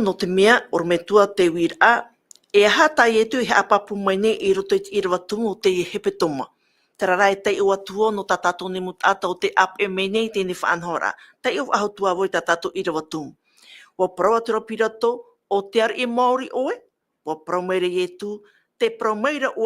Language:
Tahitian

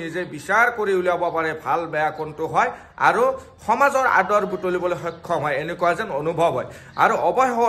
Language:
Assamese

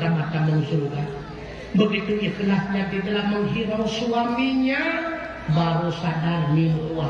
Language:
Achinese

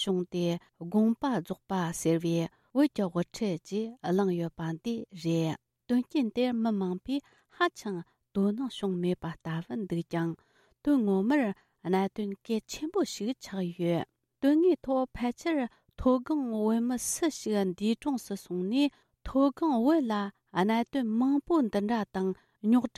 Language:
Tibetan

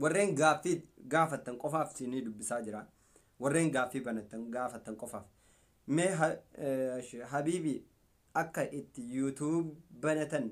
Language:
Oromo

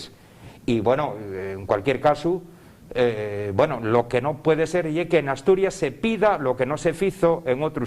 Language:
Asturian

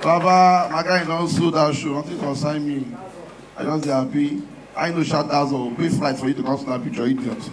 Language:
Nigerian Pidgin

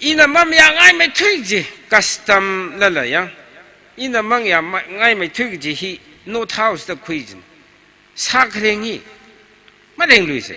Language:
Tangkhul Naga (India)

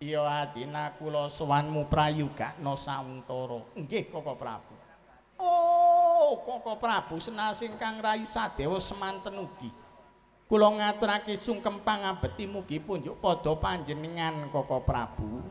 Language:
Javanese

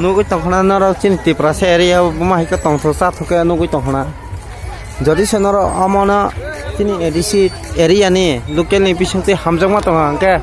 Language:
Kok Borok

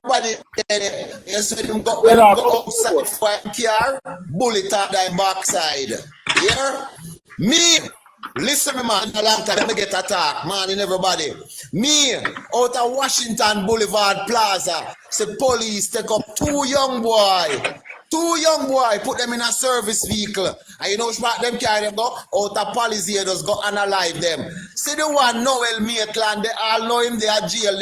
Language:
Jamaican Creole English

